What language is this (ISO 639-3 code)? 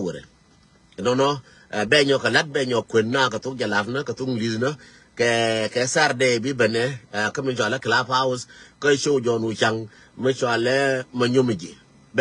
nus